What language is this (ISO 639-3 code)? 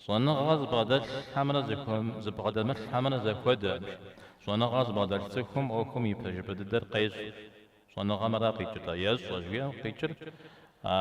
kbd